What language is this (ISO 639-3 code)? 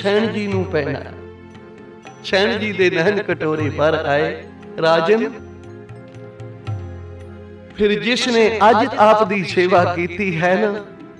pan